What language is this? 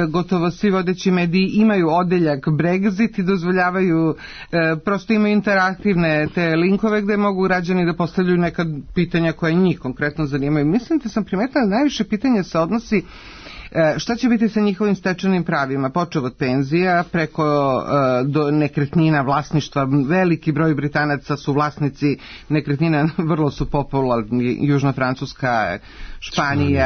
Serbian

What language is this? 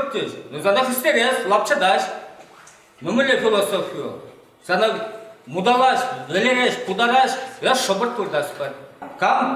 Chuvash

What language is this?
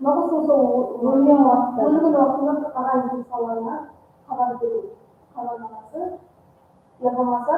Kara-Kalpak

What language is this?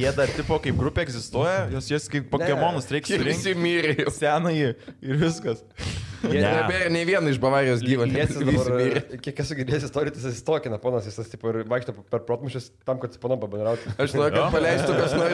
Lithuanian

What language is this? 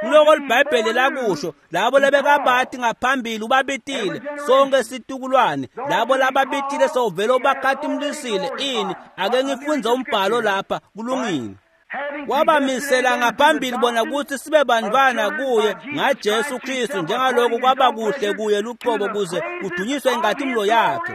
Swati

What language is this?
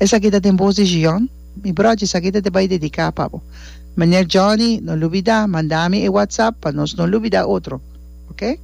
Papiamento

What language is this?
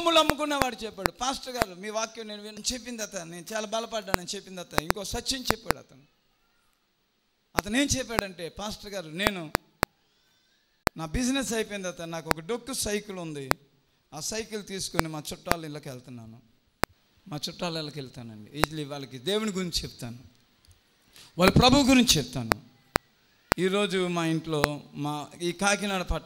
Telugu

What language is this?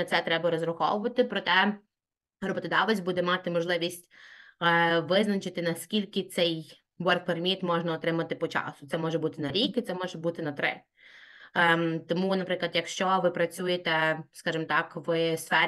Ukrainian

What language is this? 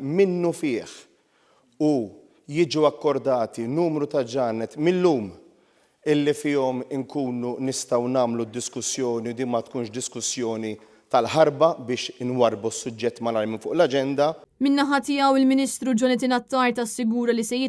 Maltese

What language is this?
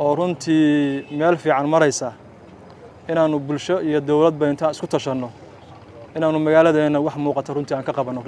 Somali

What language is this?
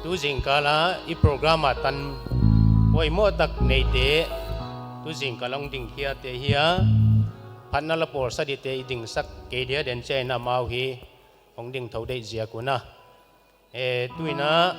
Paite Chin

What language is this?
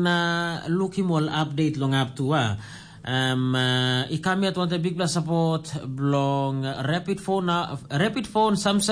Tok Pisin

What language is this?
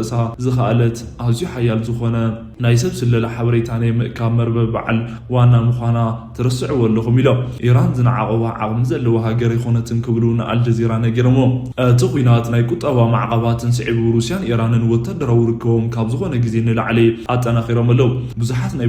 Tigrinya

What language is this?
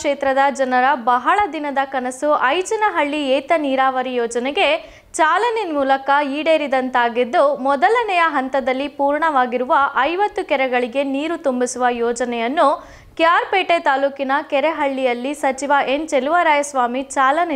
Kannada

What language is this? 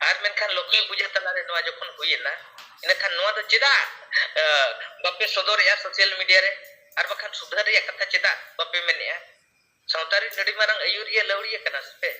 Santali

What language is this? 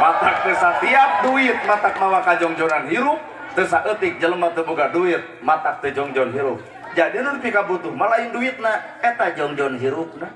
Sundanese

